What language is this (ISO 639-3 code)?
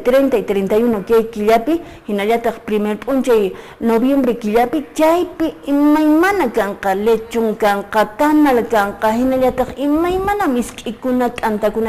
que